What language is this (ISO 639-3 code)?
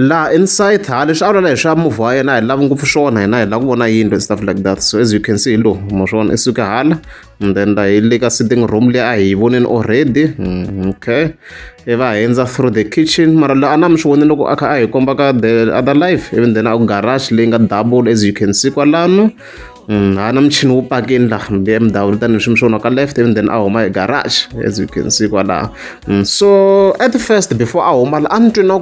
tso